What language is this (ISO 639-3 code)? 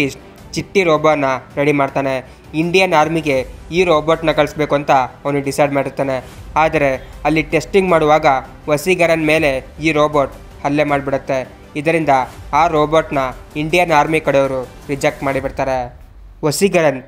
kan